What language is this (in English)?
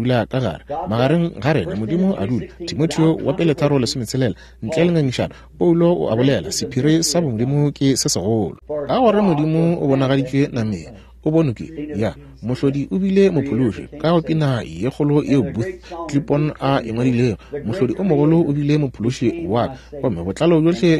Northern Sotho